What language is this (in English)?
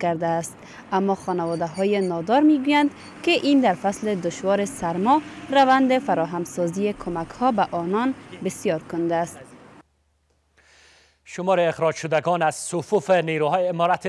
Persian